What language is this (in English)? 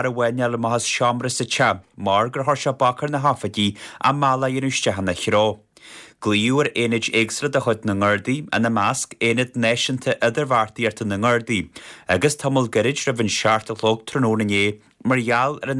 Irish